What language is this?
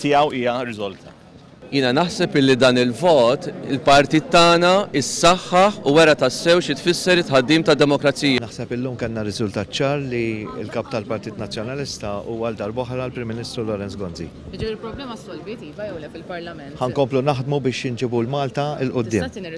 Maltese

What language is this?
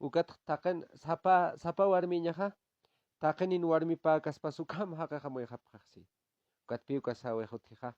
Aymara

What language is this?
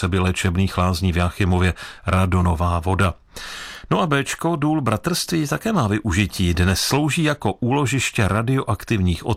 Czech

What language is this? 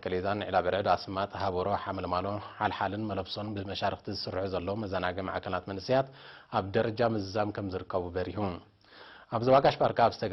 Tigrinya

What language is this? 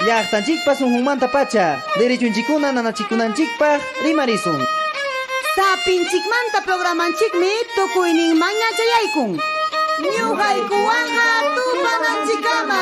Ayacucho Quechua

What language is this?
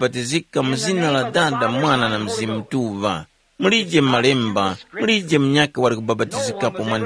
Tumbuka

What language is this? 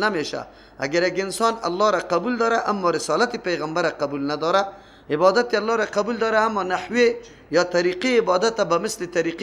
Persian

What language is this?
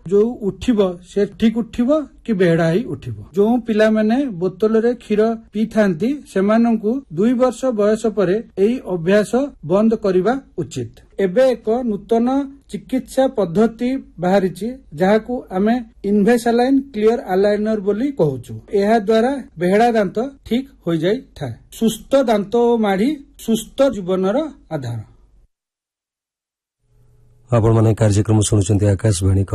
Odia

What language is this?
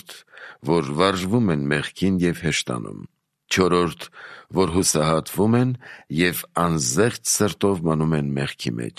Armenian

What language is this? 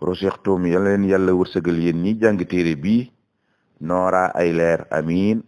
Wolof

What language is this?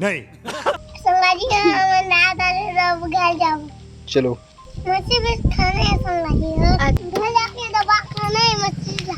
Chhattisgarhi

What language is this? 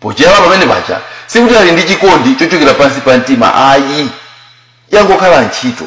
Nyanja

